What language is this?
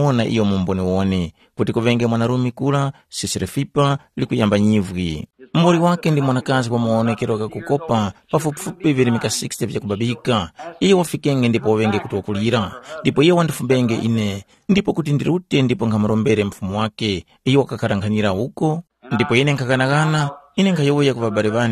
Tumbuka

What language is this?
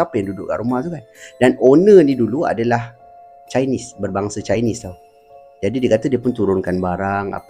Malay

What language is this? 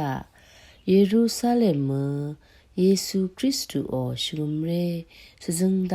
Rawang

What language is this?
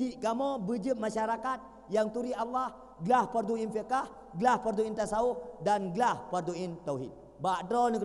Achinese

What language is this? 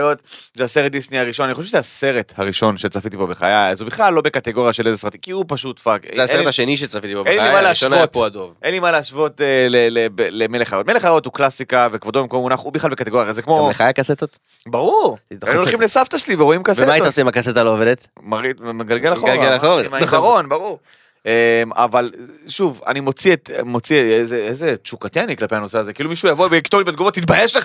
Hebrew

